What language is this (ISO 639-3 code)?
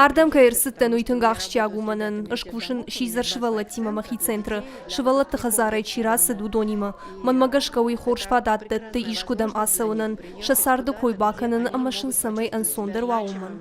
oss